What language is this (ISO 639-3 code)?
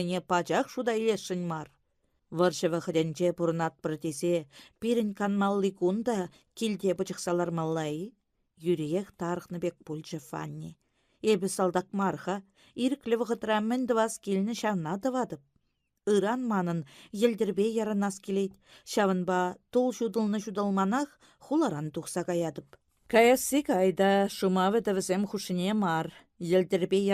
chv